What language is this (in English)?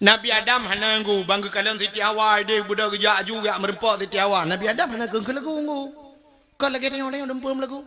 Achinese